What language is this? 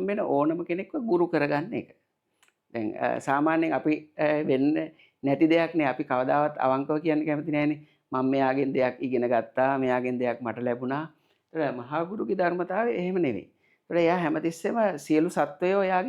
Sinhala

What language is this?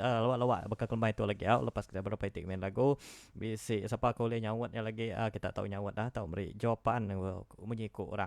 Iban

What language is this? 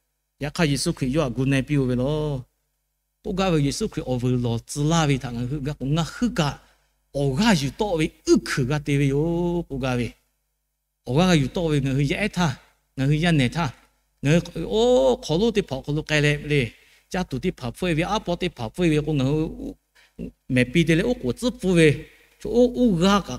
Lahu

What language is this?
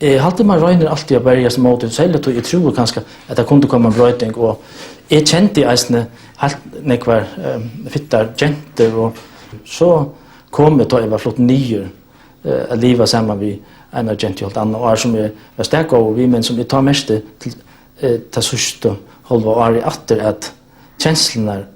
Faroese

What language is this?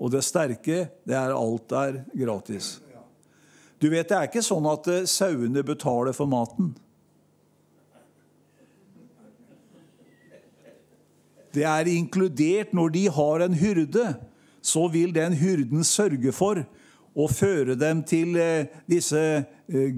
Norwegian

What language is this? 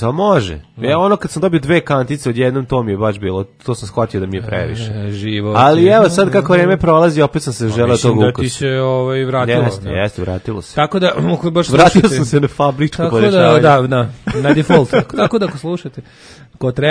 Serbian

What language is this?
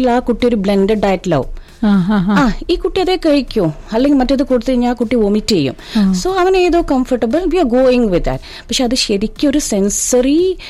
Malayalam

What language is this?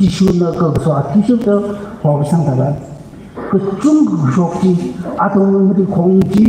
Tangkhul Naga (India)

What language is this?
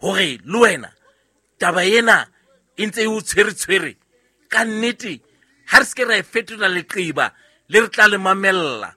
Southern Sotho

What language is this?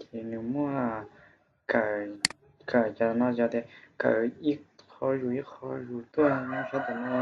Hmong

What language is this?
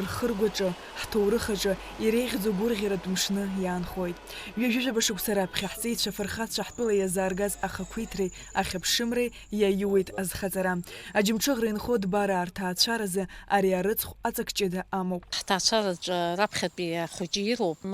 Abkhazian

